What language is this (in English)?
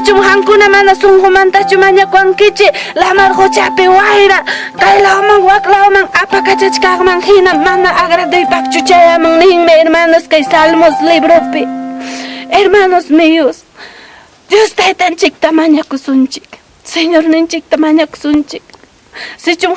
Ayacucho Quechua